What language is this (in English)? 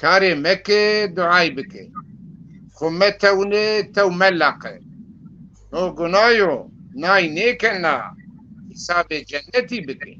Zaza